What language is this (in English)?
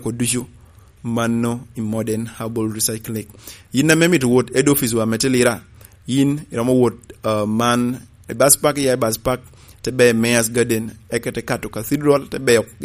Lango (Uganda)